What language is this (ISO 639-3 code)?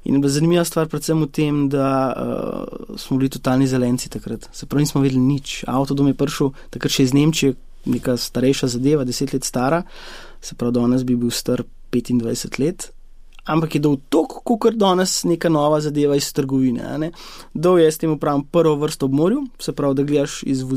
slv